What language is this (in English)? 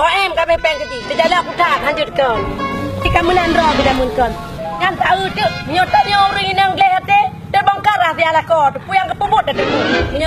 Achinese